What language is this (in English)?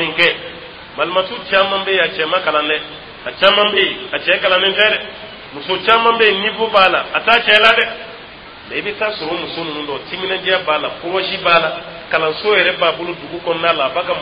Dyula